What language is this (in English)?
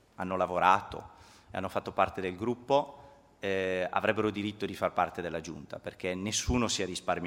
Italian